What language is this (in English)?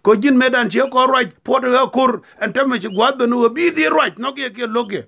Nuer